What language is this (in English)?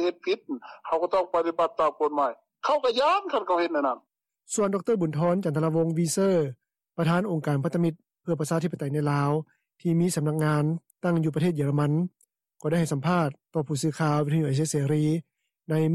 Lao